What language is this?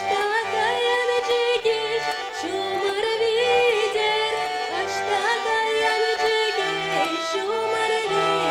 Chuvash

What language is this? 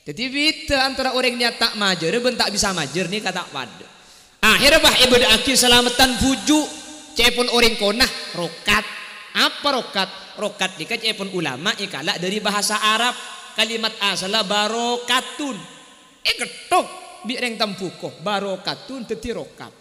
Madurese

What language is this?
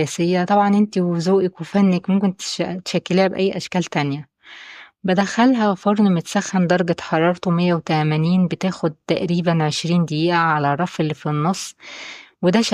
Egyptian Arabic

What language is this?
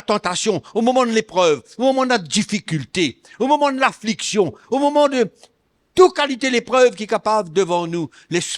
Morisyen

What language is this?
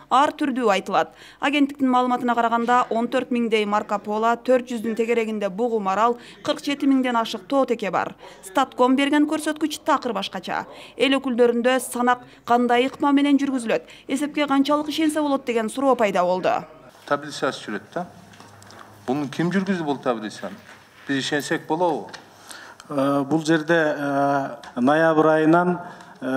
Kyrgyz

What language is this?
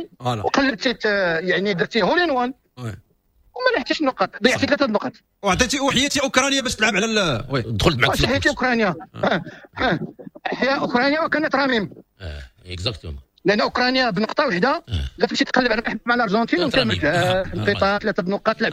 Moroccan Arabic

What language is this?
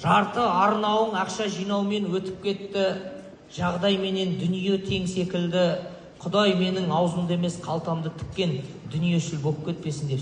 Kazakh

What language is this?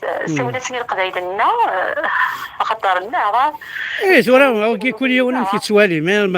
Kabyle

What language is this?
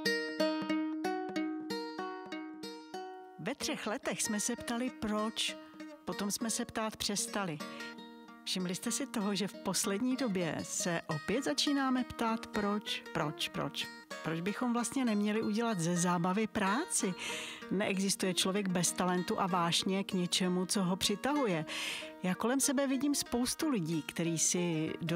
Czech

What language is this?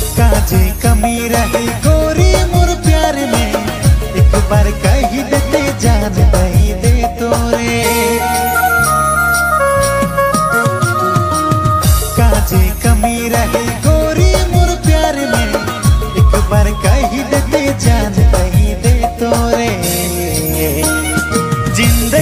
Bhojpuri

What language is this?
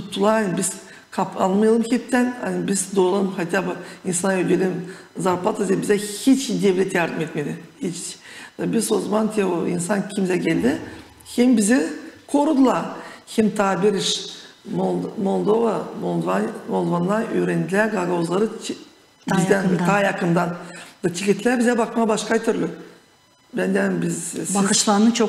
Gagauz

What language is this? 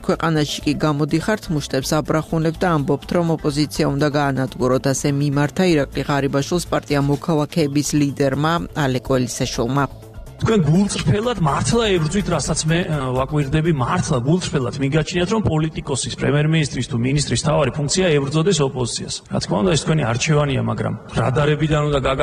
Georgian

